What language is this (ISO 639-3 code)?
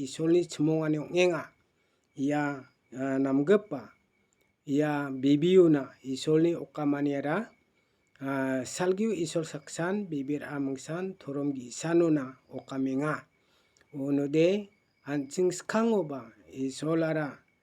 grt